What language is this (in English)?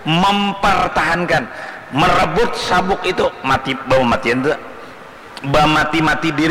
Banjar